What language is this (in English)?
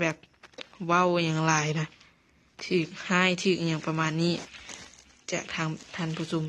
Lao